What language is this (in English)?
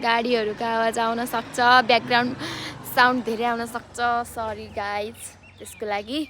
Nepali